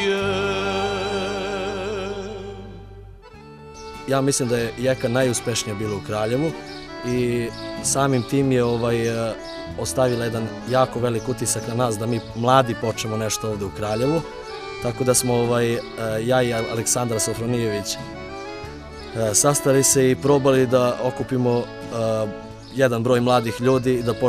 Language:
Serbian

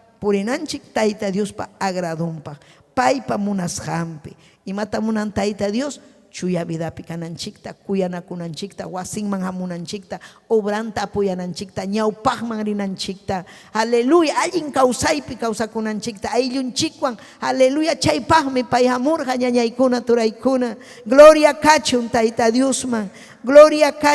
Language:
Ayacucho Quechua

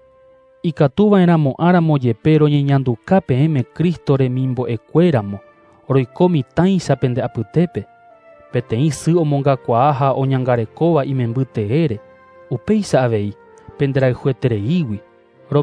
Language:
Guarani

